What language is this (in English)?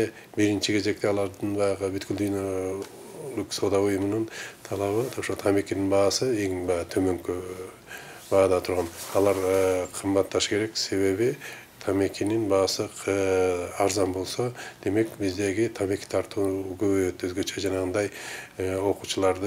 Kyrgyz